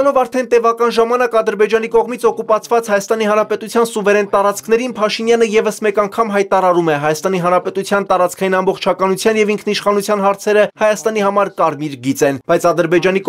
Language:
Armenian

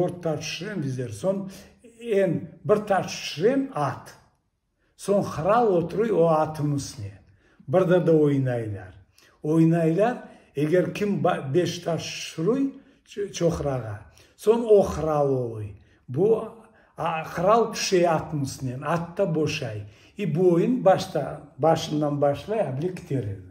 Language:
Crimean Tatar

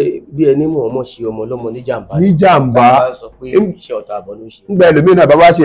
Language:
Yoruba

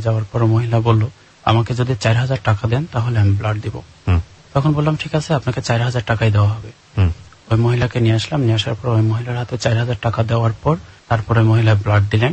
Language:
Bangla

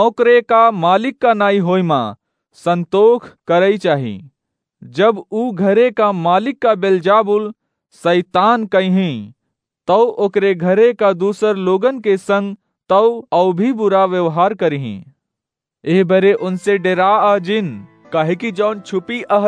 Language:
Awadhi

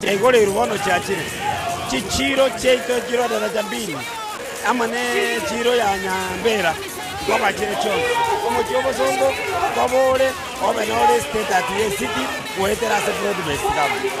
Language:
Gusii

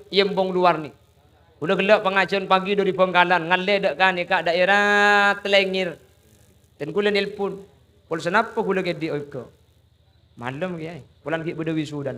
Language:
Madurese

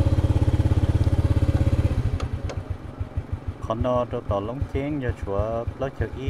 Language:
Vietnamese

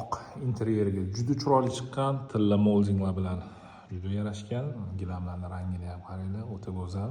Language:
Uzbek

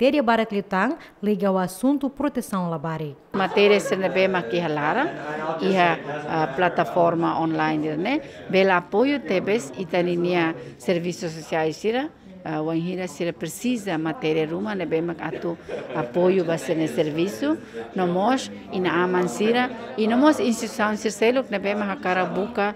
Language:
Tetum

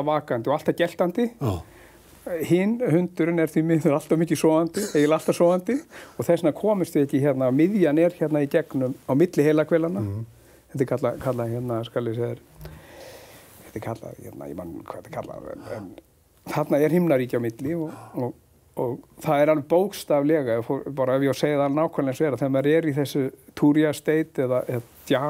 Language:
Icelandic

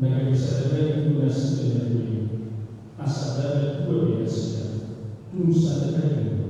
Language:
Batak Toba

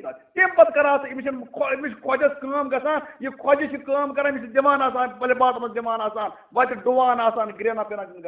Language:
Kashmiri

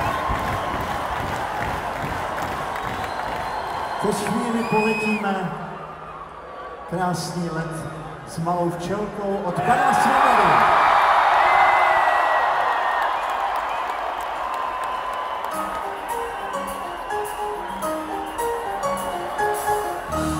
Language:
Czech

